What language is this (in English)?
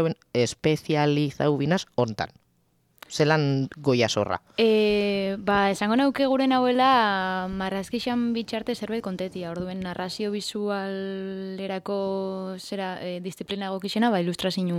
Basque